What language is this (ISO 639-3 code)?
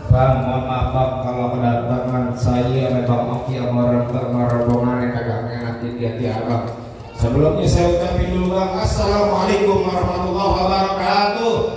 bew